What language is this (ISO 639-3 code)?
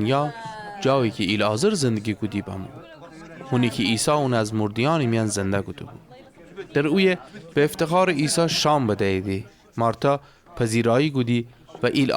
glk